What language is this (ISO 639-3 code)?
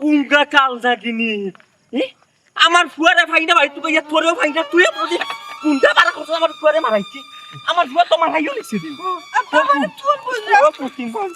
syl